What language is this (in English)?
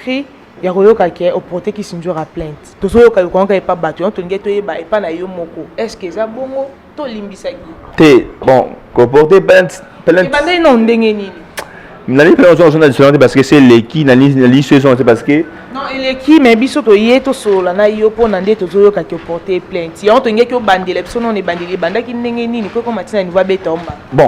Lingala